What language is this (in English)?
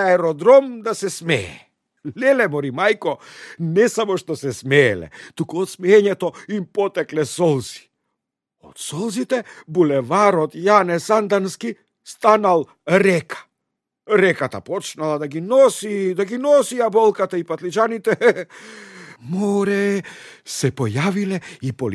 Macedonian